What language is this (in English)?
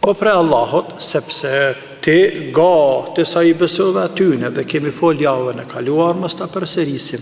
Albanian